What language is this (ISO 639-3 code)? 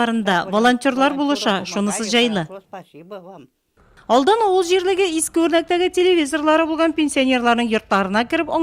tat